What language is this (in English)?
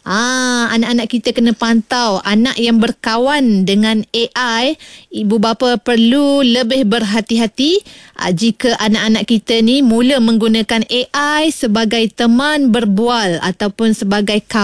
Malay